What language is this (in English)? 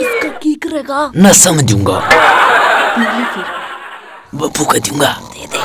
Haryanvi